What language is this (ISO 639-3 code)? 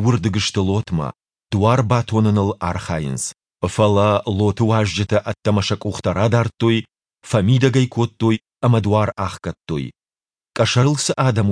oss